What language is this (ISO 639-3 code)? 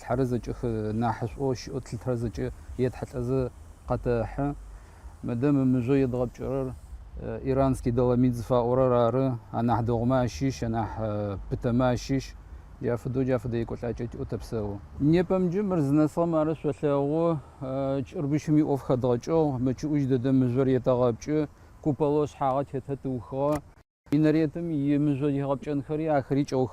ady